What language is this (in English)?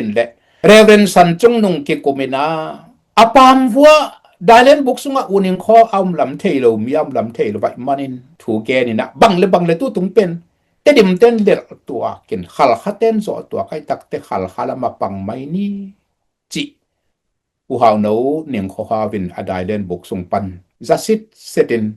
Tedim Chin